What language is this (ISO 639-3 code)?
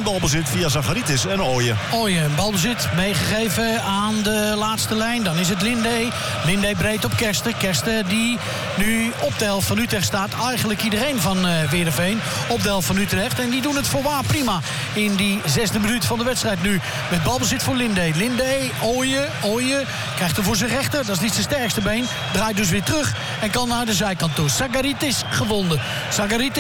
nld